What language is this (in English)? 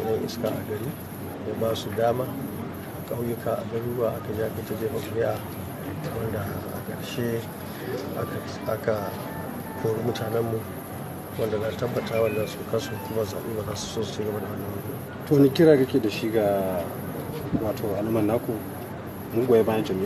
Hausa